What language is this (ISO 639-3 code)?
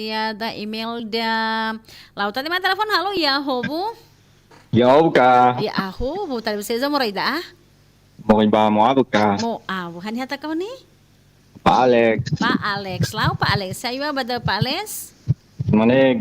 nia